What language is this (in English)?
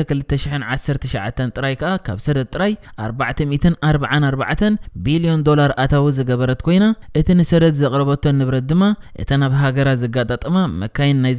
Tigrinya